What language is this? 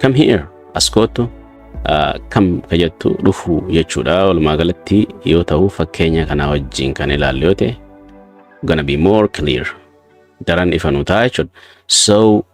Oromo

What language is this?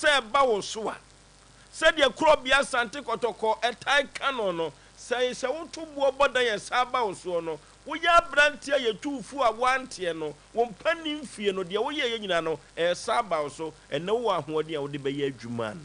Akan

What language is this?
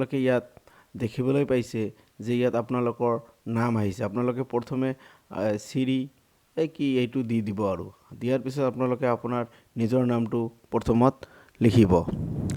Assamese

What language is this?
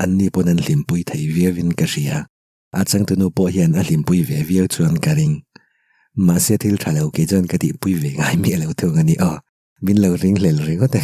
Mizo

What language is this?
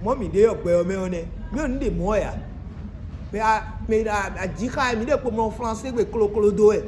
Fon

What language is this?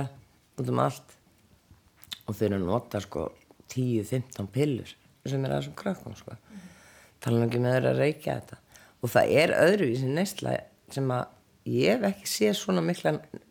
Icelandic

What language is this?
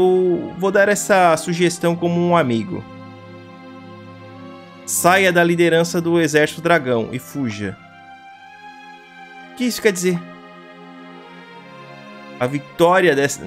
Portuguese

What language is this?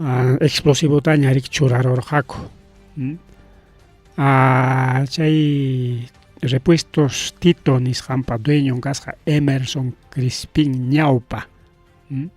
Ayacucho Quechua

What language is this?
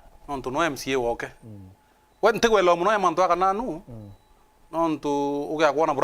Meru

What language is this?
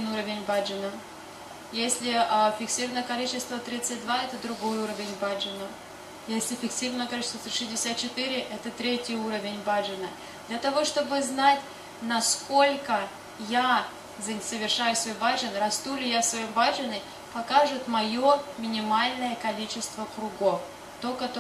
Russian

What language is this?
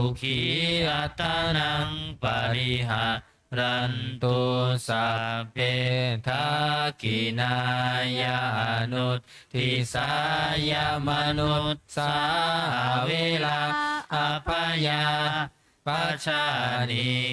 Pali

